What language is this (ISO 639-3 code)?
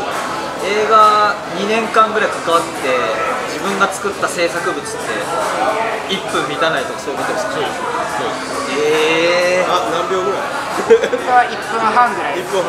jpn